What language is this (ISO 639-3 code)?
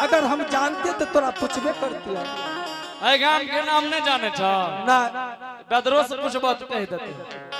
anp